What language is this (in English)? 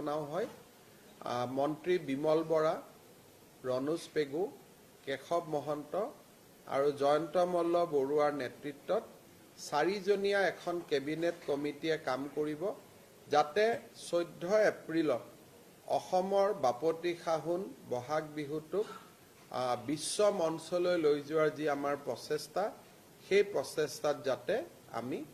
Assamese